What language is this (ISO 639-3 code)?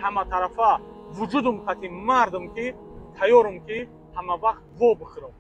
tgk